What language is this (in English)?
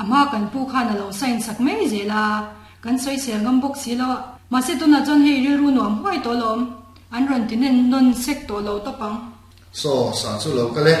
Mizo